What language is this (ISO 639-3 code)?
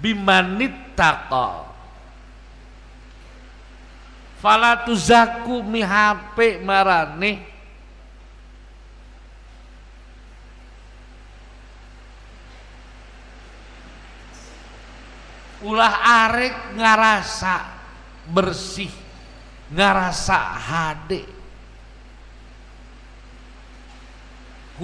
sun